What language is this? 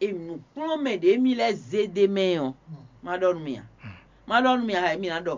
Fon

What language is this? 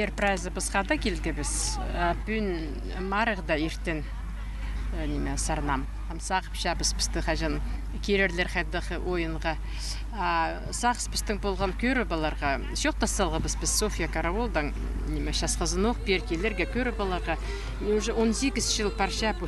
Khakas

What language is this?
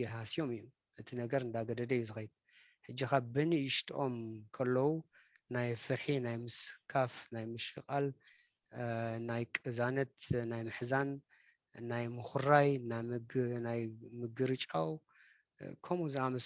Tigrinya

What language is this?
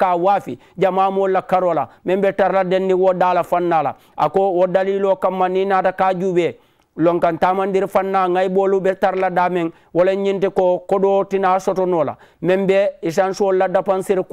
Mandingo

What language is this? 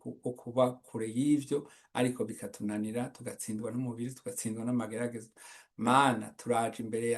Rundi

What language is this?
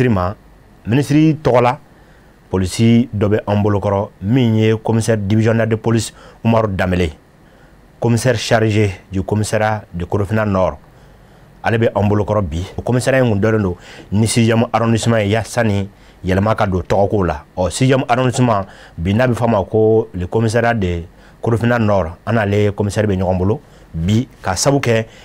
Bambara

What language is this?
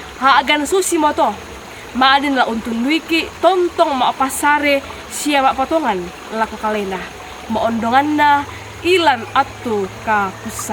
Toraja-Sa'dan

